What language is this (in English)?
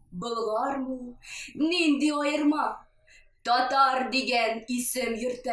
Tatar